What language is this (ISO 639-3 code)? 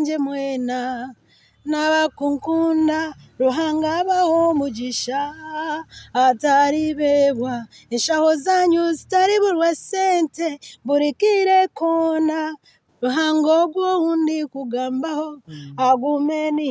nyn